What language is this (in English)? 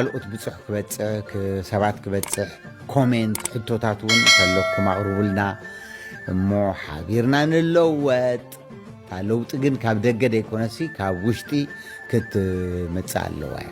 Tigrinya